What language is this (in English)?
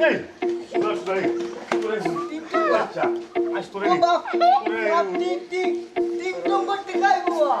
Sylheti